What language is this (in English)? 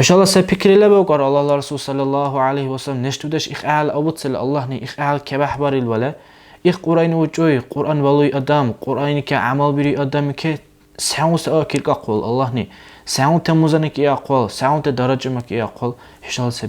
Dargwa